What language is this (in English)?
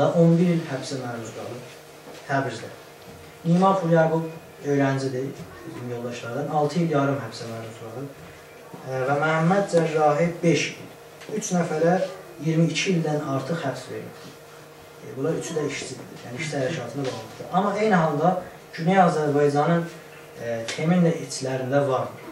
South Azerbaijani